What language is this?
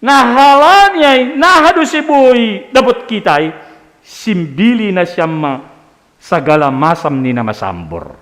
Batak Simalungun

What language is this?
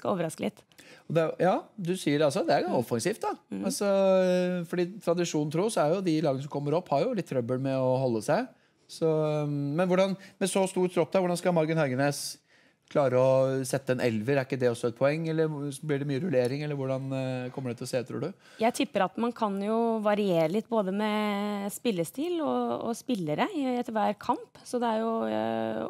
Norwegian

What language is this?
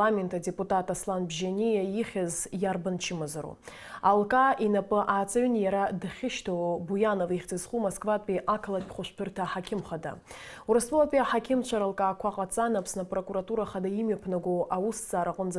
Abkhazian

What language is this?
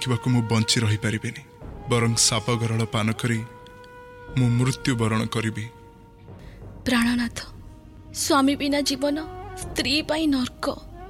Odia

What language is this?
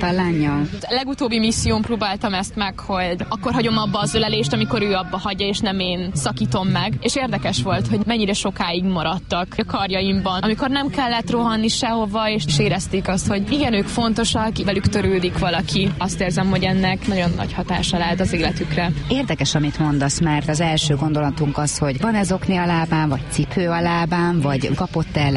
Hungarian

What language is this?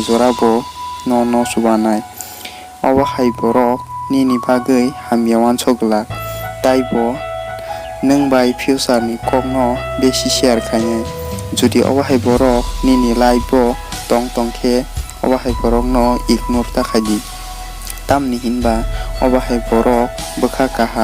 Kok Borok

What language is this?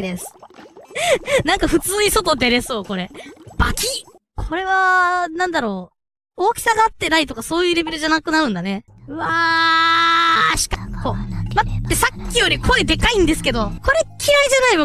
Japanese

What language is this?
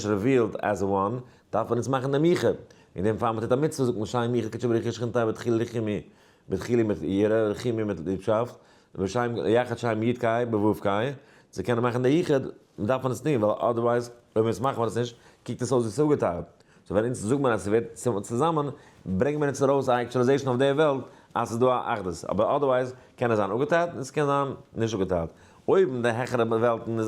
Yiddish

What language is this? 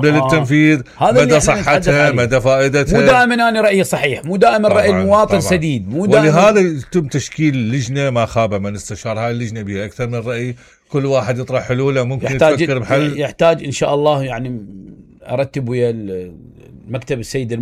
Mesopotamian Arabic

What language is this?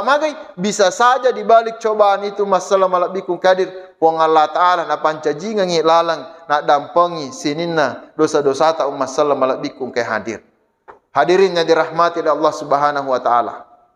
Buginese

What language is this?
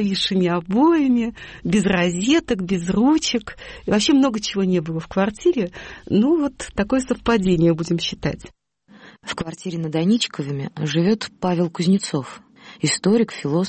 Russian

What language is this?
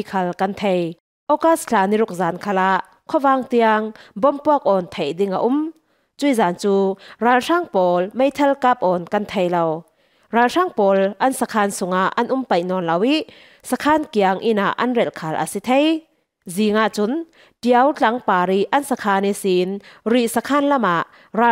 Falam Chin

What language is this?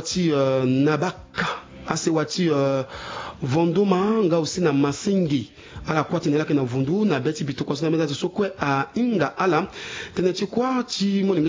Sango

